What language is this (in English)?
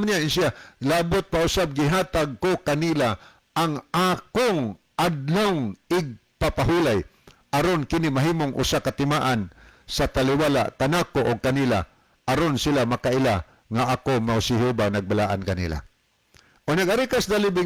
Cebuano